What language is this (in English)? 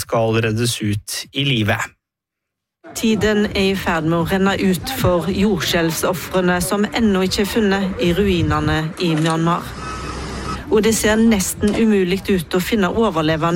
Norwegian